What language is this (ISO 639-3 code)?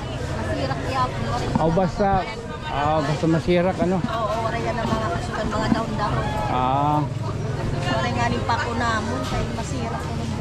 war